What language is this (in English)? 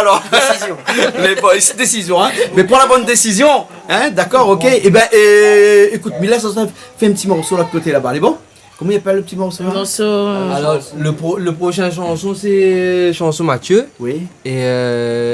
Réunion Creole French